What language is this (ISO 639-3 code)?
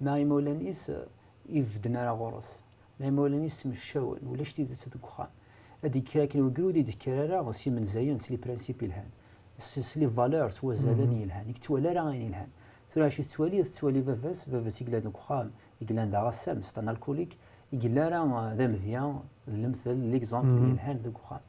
kab